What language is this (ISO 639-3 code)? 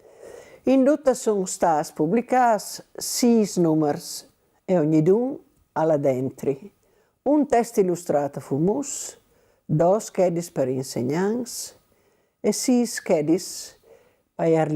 fur